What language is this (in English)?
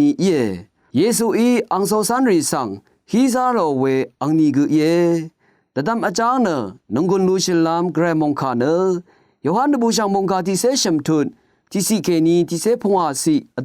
Rawang